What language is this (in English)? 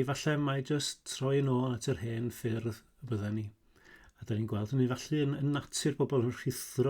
Welsh